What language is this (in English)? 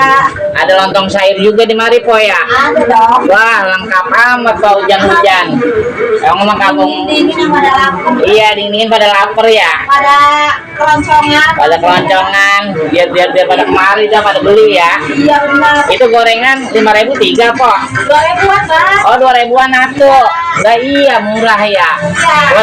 Betawi